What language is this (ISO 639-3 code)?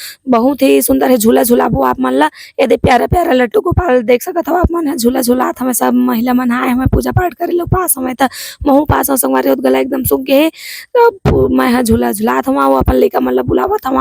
hne